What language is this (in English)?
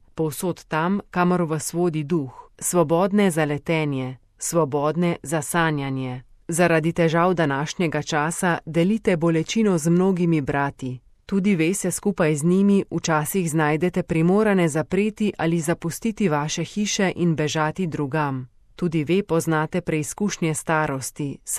Slovenian